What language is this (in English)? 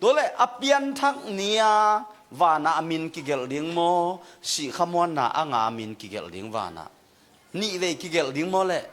Tedim Chin